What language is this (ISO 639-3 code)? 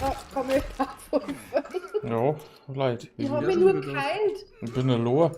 bar